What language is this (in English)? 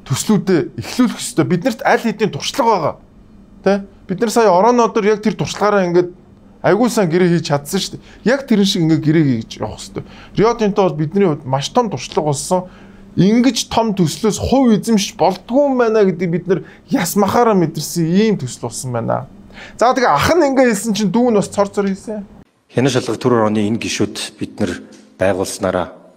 Mongolian